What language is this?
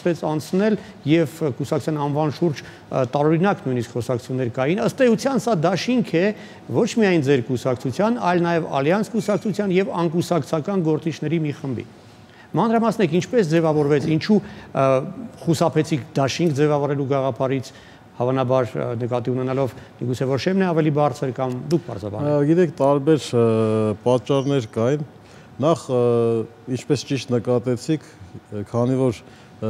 Armenian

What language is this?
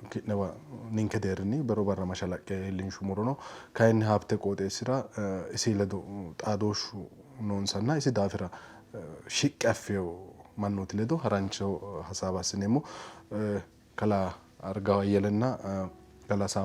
Sidamo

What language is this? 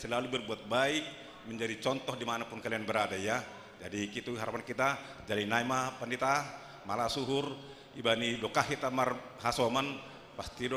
Batak Simalungun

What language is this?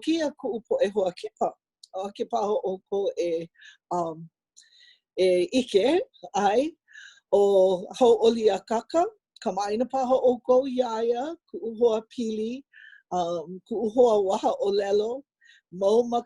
Hawaiian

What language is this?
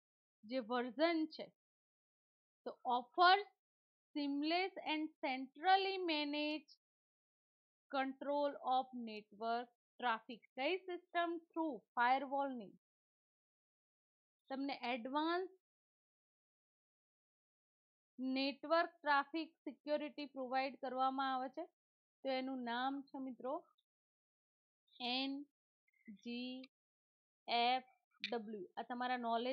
Gujarati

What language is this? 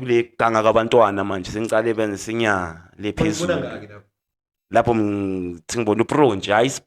Zulu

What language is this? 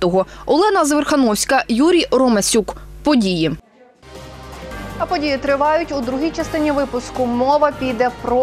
Ukrainian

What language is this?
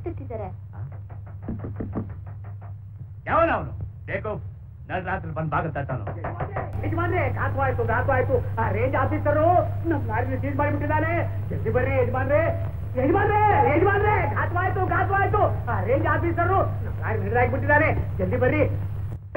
Kannada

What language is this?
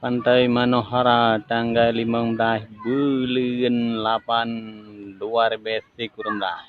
Achinese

